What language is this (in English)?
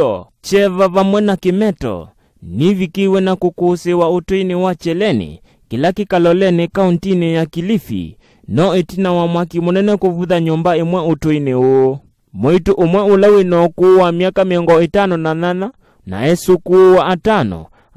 Kamba